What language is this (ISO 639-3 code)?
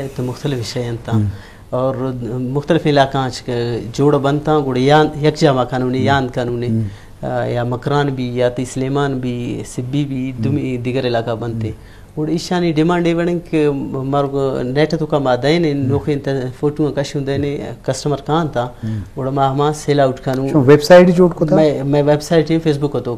bgp